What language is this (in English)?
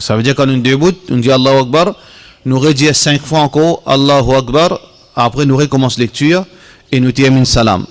Morisyen